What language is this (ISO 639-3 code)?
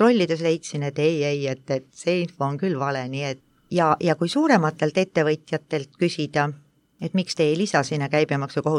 est